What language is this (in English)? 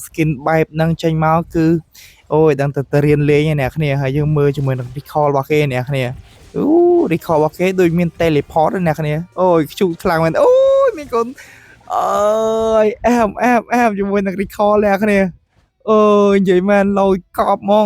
Khmer